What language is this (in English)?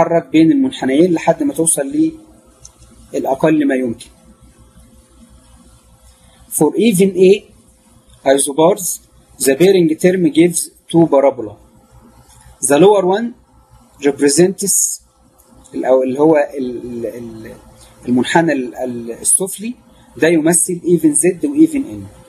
Egyptian Arabic